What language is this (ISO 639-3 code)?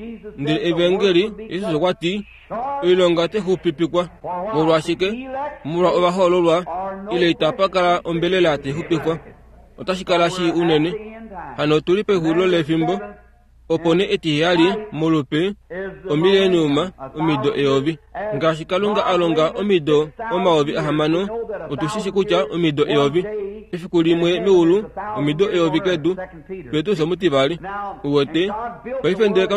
kua